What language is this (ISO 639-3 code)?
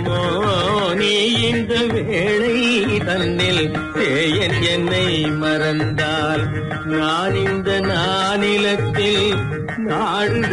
tam